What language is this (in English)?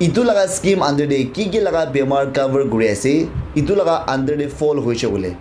Naga Pidgin